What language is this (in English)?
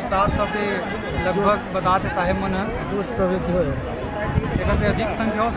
Chhattisgarhi